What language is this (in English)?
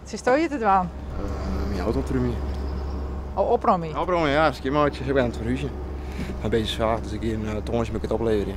Western Frisian